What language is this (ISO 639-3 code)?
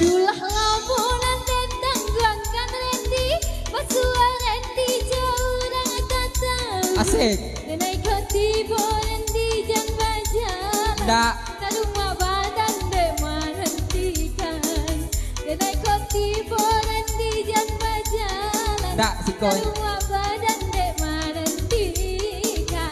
min